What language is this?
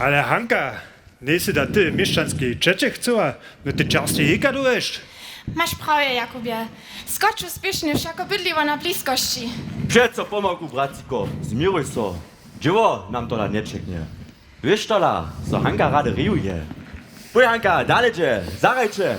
Upper Sorbian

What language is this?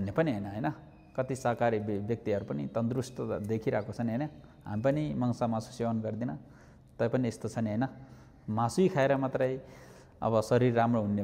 Nepali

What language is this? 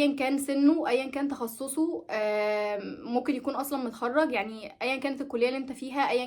Egyptian Arabic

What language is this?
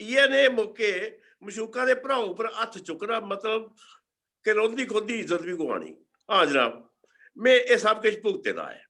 Dogri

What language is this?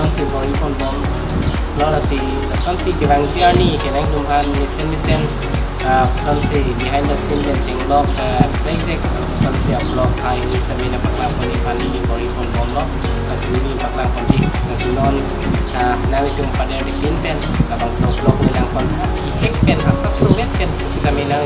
Karbi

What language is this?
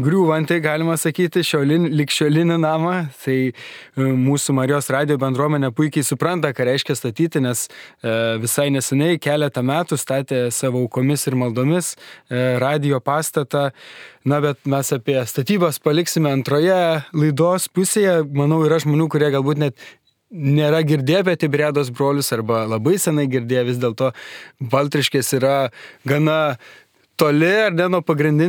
Lithuanian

